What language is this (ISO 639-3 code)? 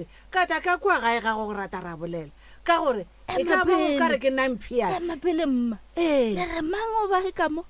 nso